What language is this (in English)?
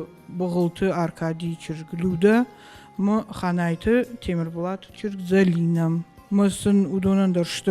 Ossetic